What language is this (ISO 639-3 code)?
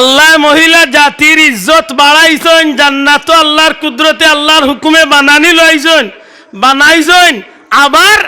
syl